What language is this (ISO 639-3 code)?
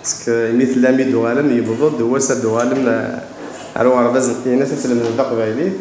kab